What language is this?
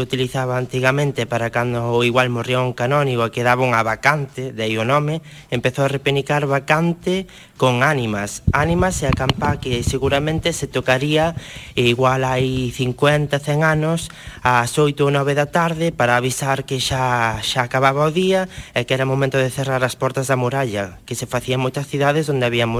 Galician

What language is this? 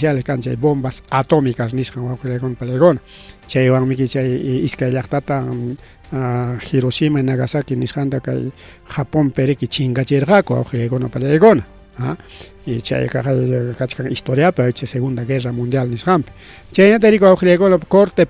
Ayacucho Quechua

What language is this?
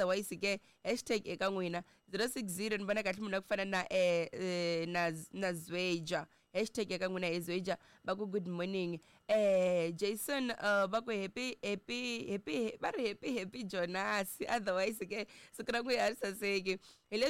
Tsonga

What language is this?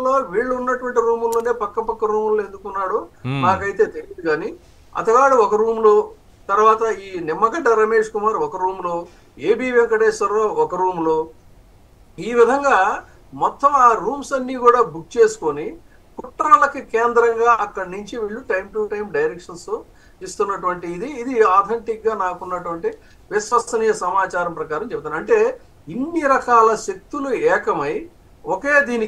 Telugu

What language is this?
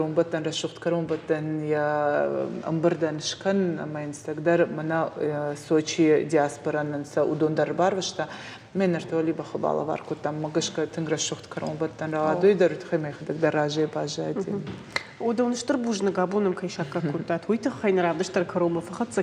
Ossetic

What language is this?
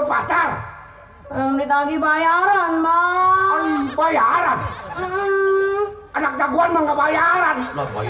Betawi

